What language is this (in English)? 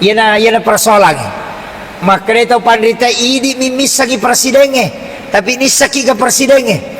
Buginese